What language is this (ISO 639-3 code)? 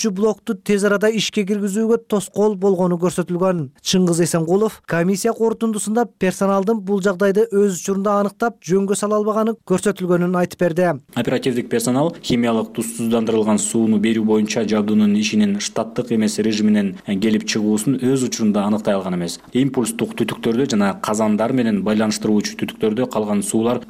kir